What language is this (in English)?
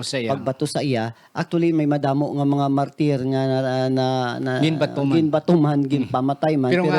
Hiligaynon